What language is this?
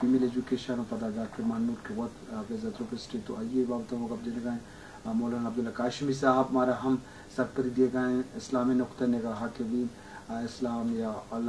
Eastern Balochi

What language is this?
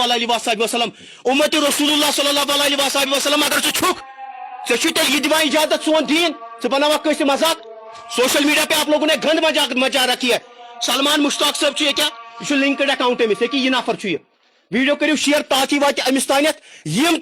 Kashmiri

